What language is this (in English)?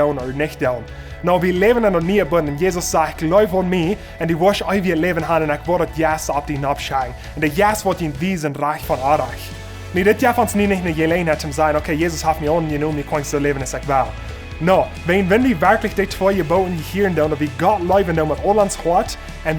Plautdietsch